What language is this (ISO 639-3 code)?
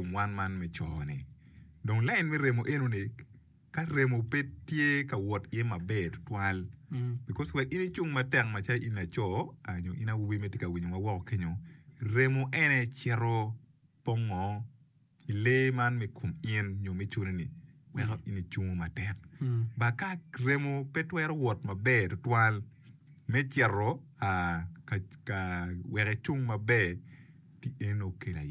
ach